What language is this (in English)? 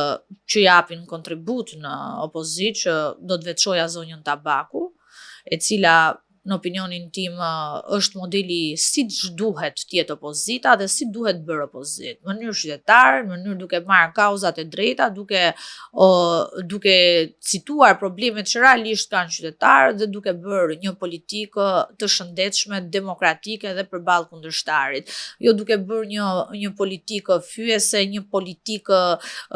Albanian